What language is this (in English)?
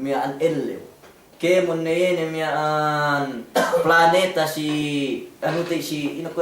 Yakan